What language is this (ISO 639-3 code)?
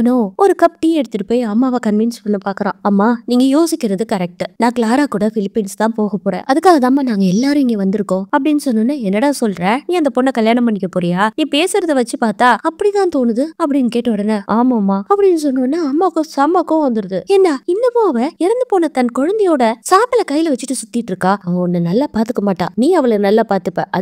tam